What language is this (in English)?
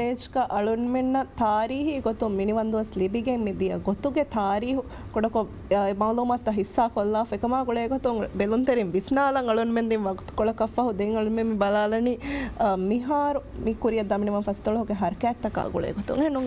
Divehi